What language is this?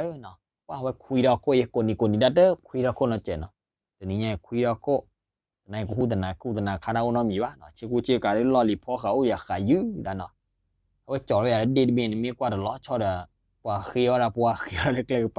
S'gaw Karen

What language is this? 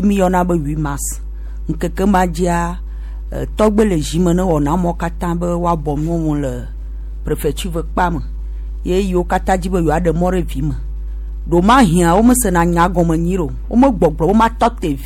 Gen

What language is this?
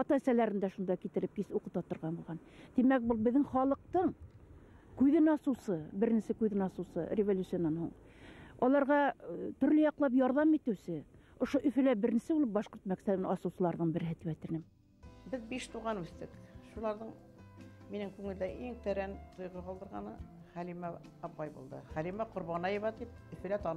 Bashkir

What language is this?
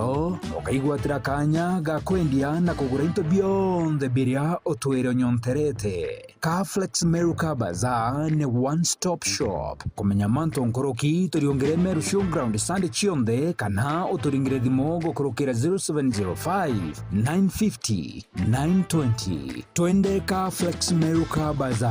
Meru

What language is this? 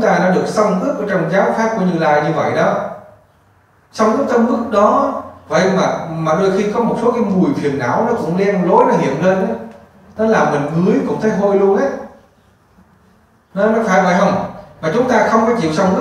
Vietnamese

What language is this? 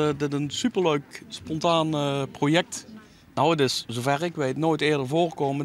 Western Frisian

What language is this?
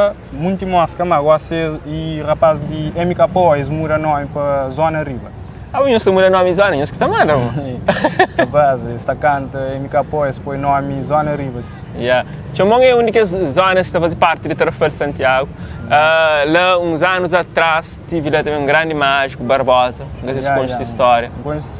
Kabuverdianu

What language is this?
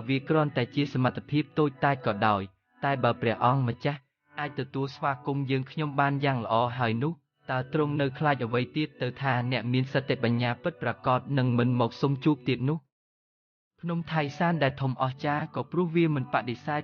Khmer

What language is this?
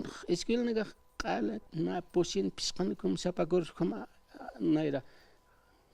Aymara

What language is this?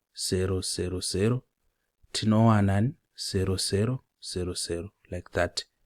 Shona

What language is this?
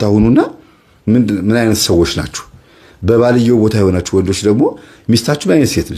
Amharic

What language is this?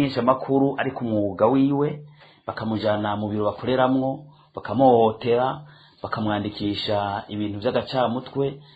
Rundi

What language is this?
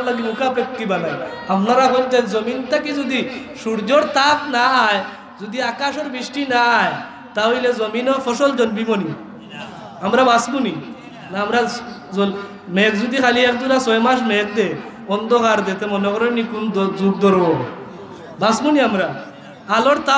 Sylheti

